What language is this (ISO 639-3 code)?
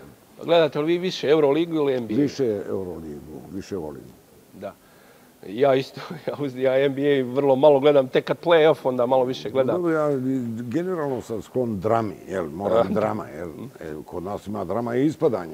bos